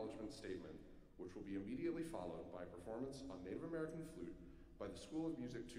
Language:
English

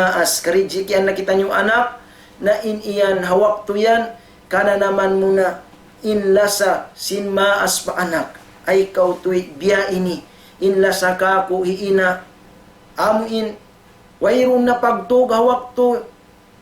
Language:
Tausug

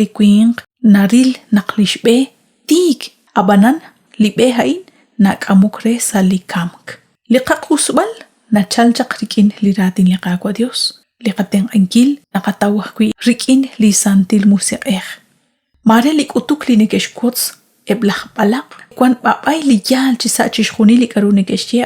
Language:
Kekchí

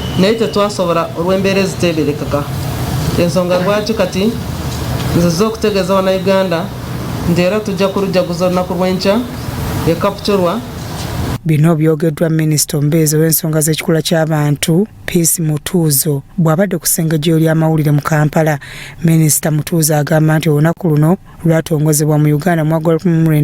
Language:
Ganda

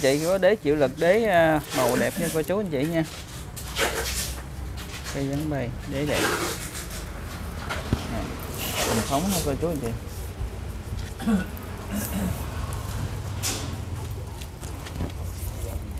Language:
Vietnamese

